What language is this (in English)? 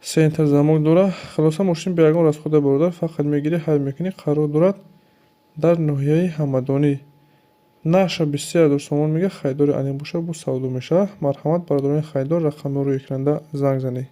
Tajik